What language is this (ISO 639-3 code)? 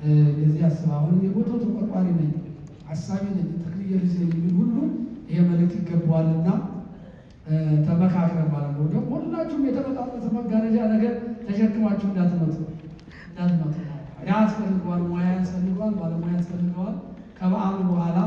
amh